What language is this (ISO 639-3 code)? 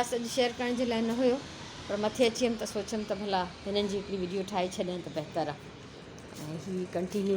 snd